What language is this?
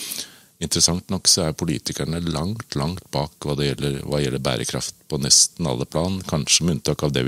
Norwegian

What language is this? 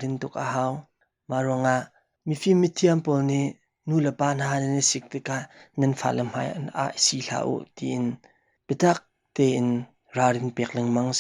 Hakha Chin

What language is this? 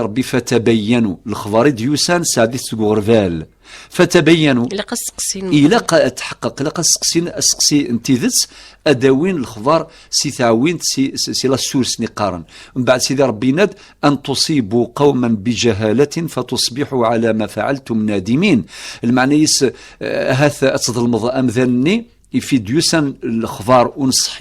Kabyle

